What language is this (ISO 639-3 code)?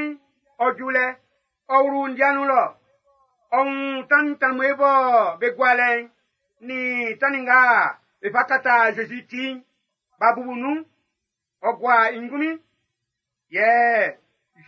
bci